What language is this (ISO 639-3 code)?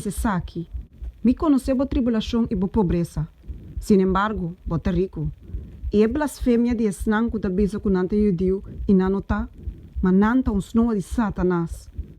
pap